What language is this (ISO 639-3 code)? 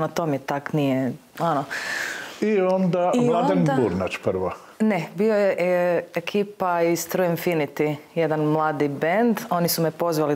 hrv